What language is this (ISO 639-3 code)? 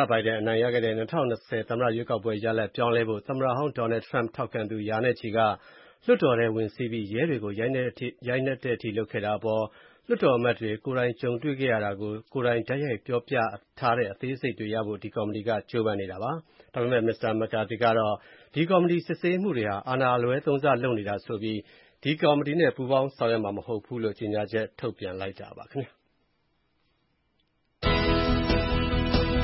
mya